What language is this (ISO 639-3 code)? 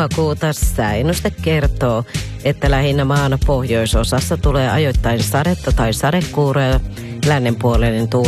fin